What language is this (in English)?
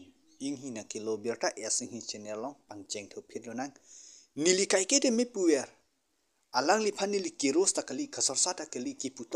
Karbi